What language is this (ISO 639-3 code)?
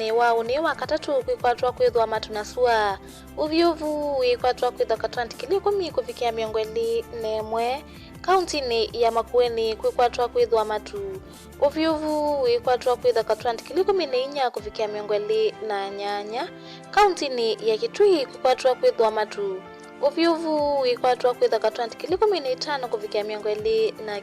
kam